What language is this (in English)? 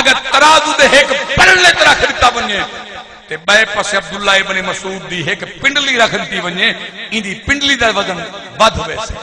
Saraiki